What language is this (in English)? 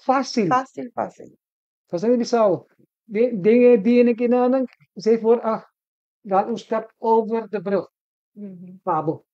Papiamento